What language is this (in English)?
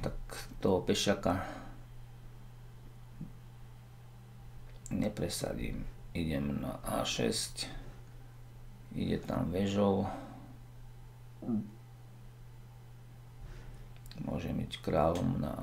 Slovak